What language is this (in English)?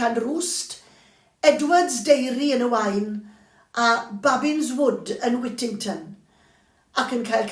Welsh